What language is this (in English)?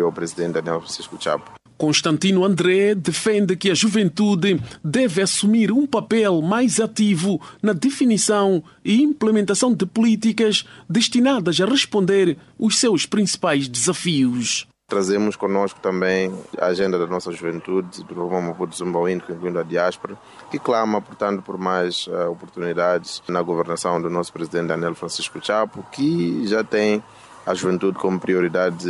Portuguese